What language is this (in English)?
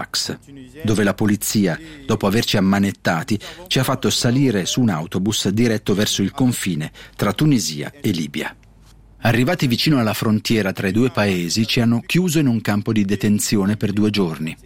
Italian